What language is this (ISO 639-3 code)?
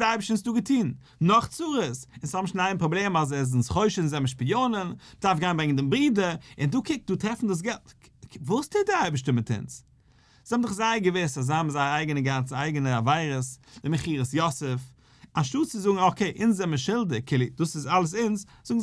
yid